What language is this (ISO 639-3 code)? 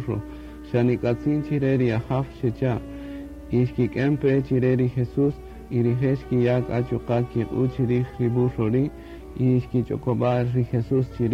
cak